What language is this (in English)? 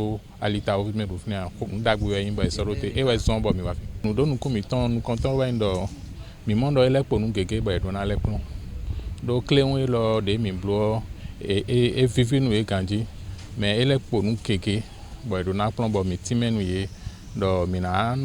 Fon